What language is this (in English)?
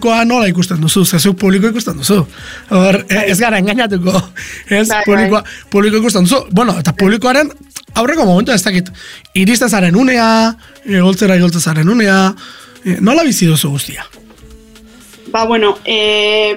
Basque